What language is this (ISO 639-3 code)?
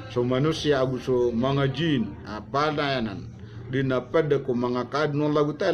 mrw